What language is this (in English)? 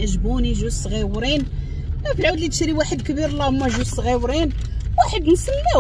Moroccan Arabic